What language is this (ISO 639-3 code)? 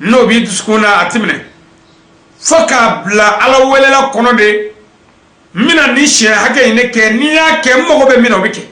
bam